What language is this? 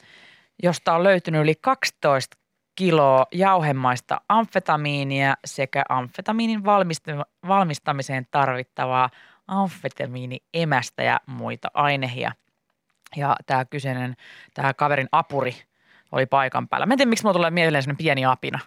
Finnish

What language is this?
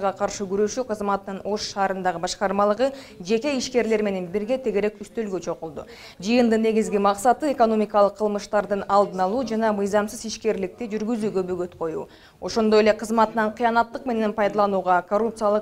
Kyrgyz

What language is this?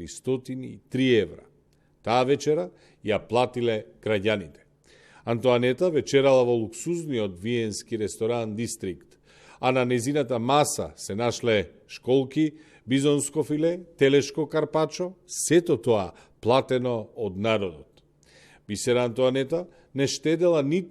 Macedonian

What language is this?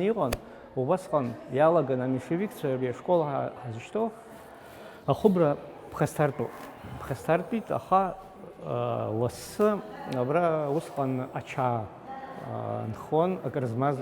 Abkhazian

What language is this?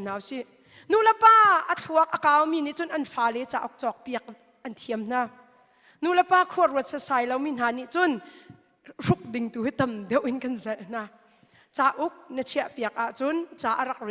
Hakha Chin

